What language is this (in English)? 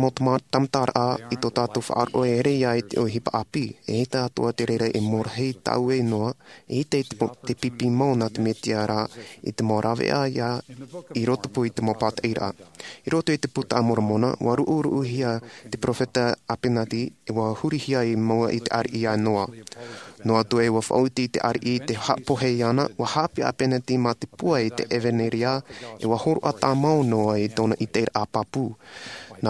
Tahitian